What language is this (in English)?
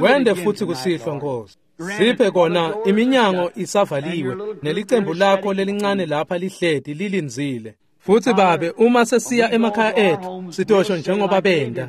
Swati